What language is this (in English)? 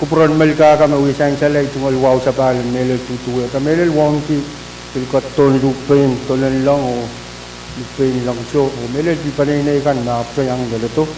Pohnpeian